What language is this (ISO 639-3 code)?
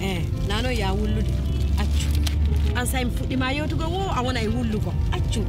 fuf